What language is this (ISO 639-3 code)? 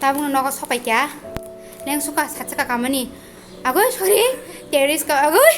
trp